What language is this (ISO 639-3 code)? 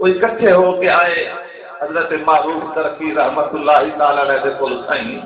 skr